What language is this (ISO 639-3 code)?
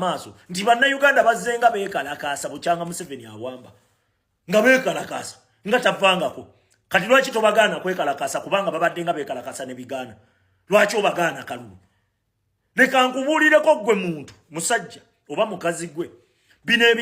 lug